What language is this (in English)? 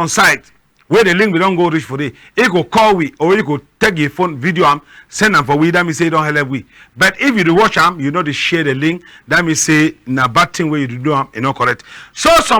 Cameroon Pidgin